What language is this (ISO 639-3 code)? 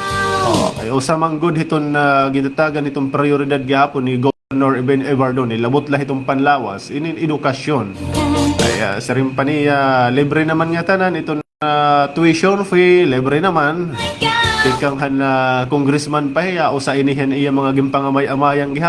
war